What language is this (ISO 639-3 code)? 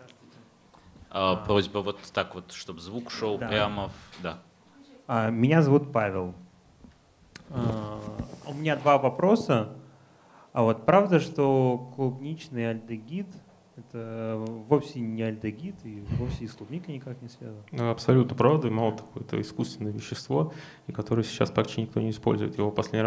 rus